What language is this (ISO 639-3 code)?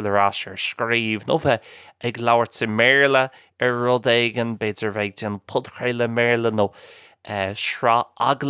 gle